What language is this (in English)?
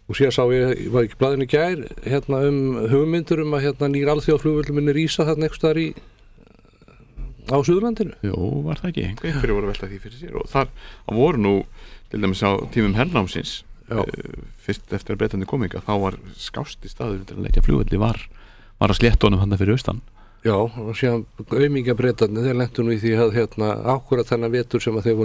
Icelandic